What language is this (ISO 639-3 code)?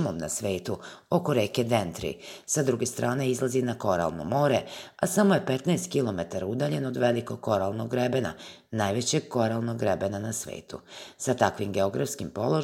srp